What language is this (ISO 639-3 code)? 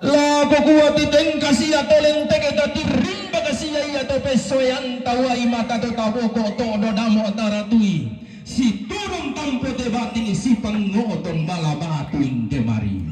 sda